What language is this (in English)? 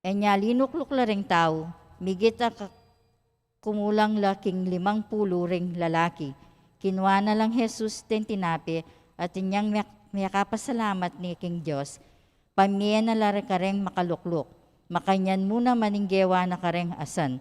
Pampanga